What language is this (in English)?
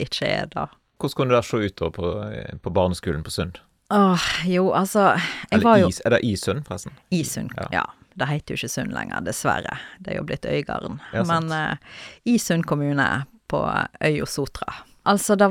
Norwegian